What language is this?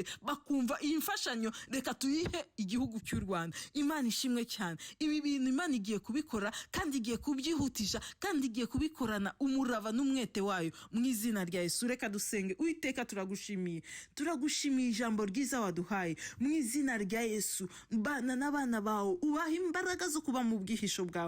Kinyarwanda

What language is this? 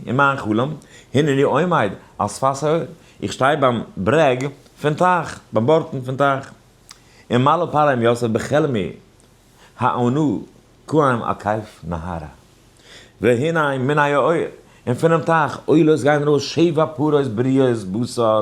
Yiddish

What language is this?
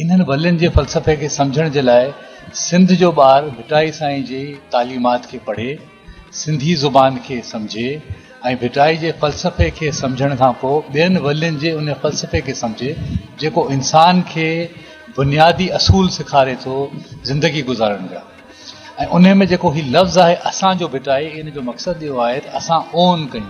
Sindhi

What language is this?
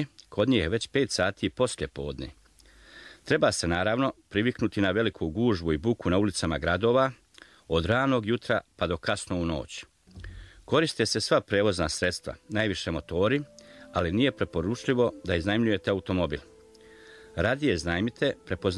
Bosnian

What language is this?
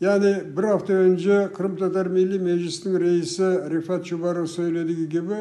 Crimean Tatar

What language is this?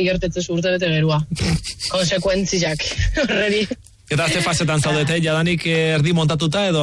Basque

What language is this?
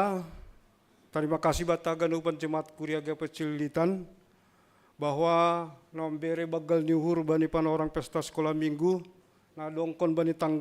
Batak Simalungun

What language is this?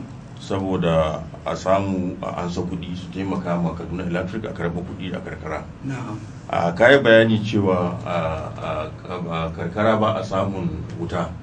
Hausa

